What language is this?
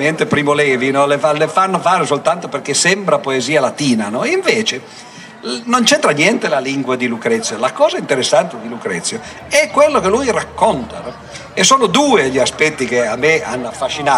Italian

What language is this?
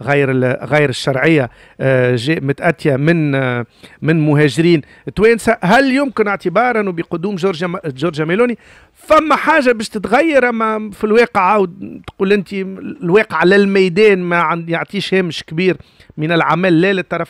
Tunisian Arabic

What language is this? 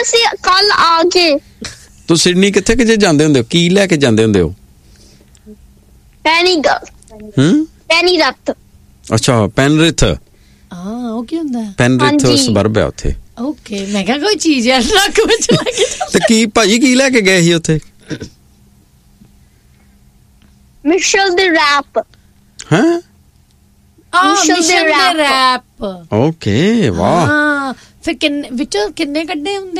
Punjabi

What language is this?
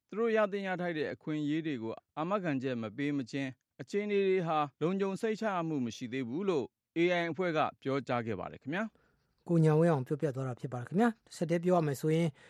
Burmese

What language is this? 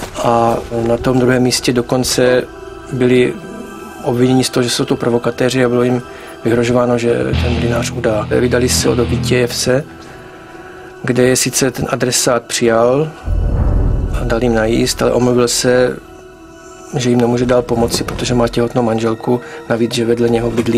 Czech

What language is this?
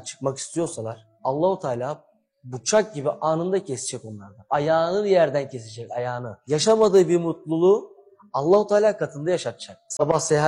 Turkish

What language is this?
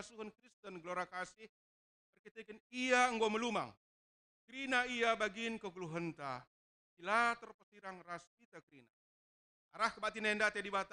Batak Karo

